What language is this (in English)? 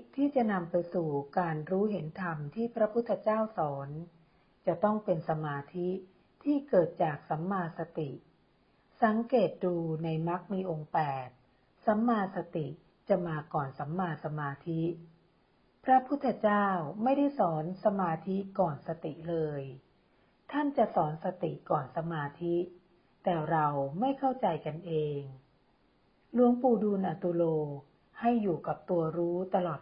Thai